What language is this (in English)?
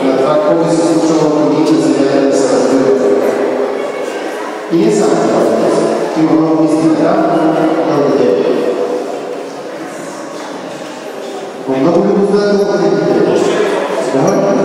Bulgarian